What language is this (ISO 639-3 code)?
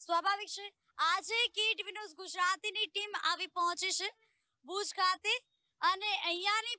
guj